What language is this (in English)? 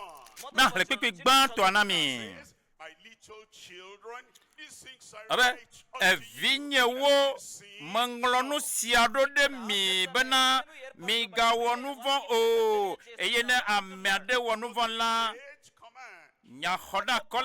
Ewe